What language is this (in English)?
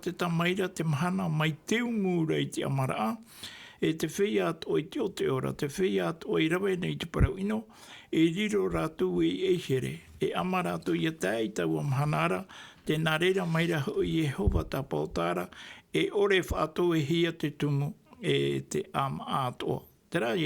Tahitian